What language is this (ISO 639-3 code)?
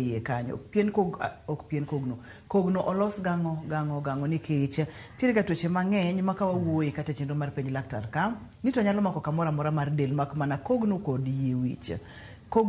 luo